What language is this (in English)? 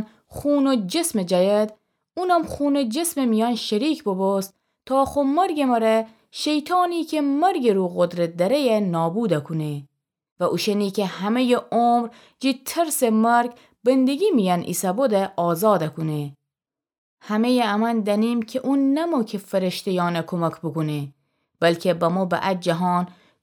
Gilaki